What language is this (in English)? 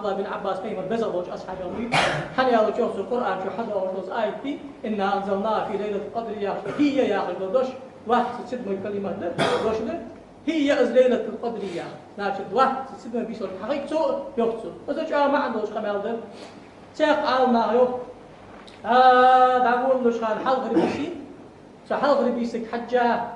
Ingush